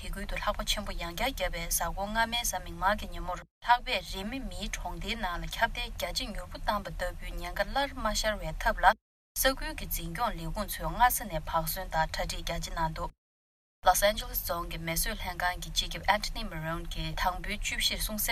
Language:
Tibetan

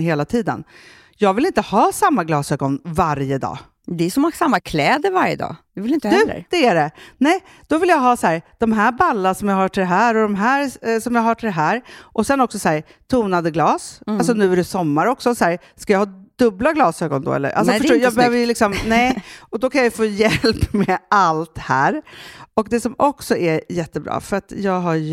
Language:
Swedish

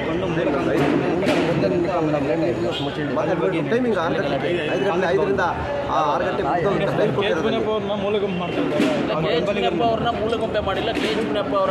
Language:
Kannada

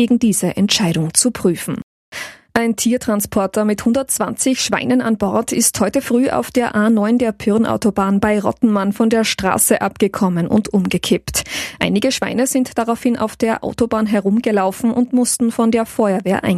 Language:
German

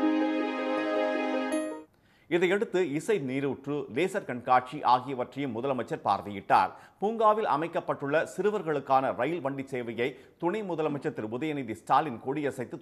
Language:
Tamil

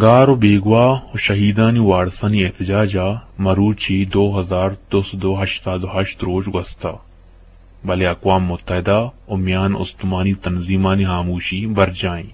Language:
Eastern Balochi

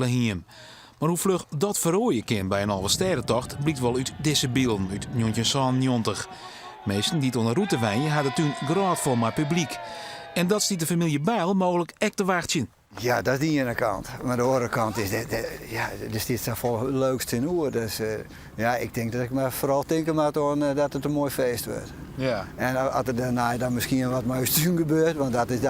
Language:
Western Frisian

